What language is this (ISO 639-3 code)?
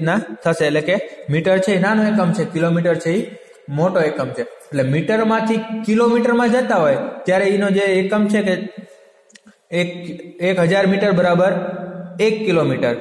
guj